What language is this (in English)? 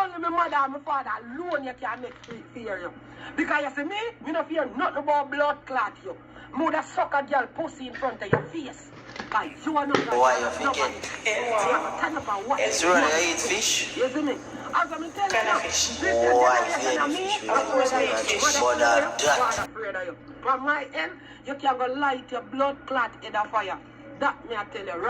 Jamaican Creole English